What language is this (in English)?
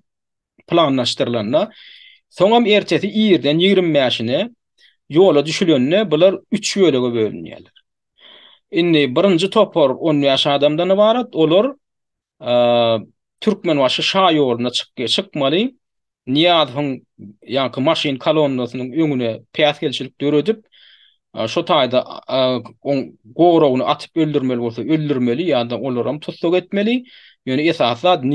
Turkmen